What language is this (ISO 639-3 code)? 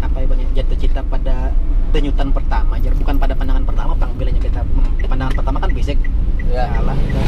bjn